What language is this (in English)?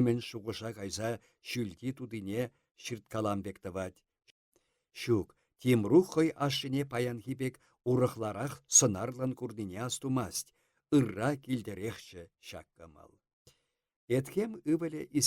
Chuvash